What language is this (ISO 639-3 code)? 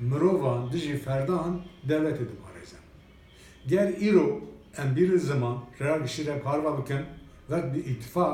kur